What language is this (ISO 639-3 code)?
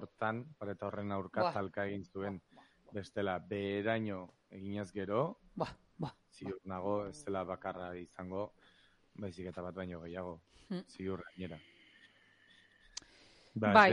eus